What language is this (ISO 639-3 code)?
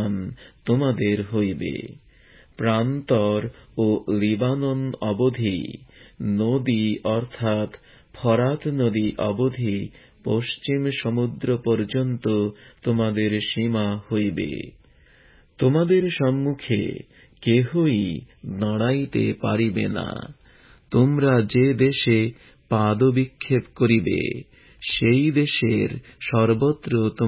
ben